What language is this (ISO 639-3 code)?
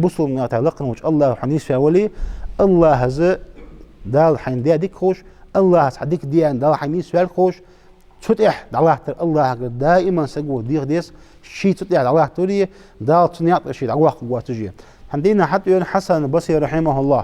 inh